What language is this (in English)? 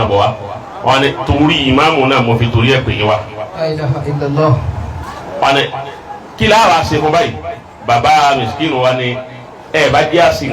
Yoruba